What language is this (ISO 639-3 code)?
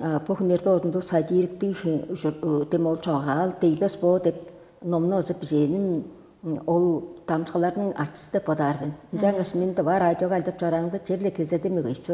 tyv